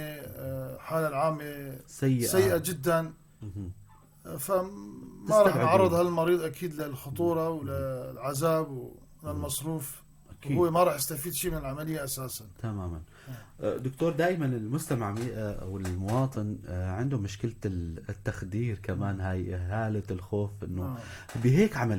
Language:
North Levantine Arabic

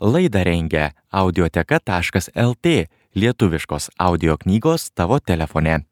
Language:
Lithuanian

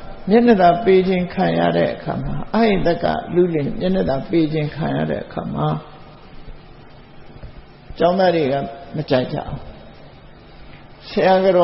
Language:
Burmese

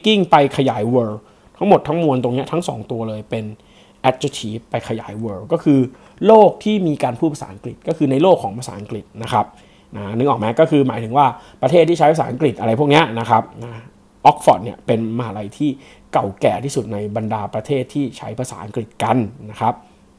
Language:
Thai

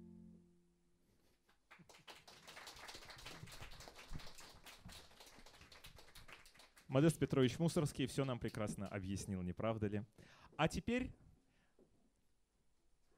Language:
Russian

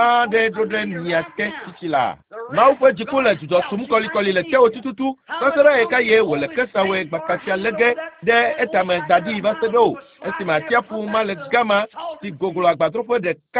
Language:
Ewe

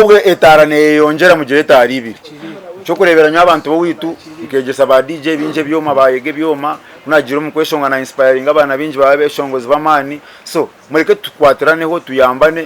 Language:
Nyankole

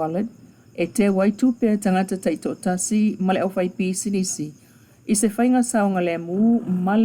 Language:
Samoan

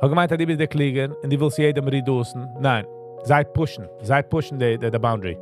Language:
Yiddish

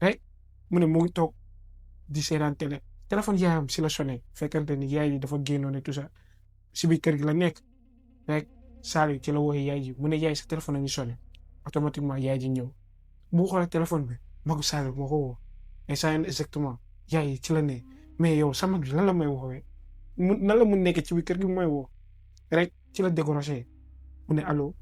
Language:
Wolof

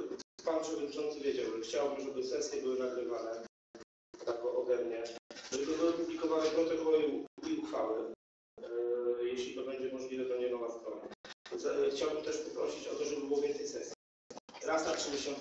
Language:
Polish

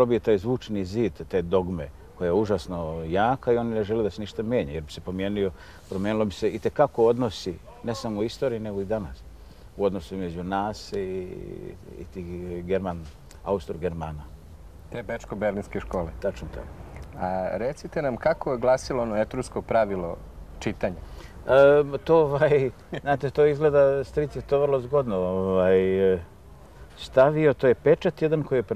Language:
Serbian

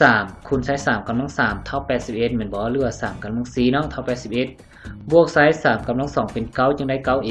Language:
Lao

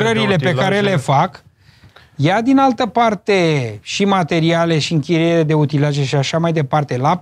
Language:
Romanian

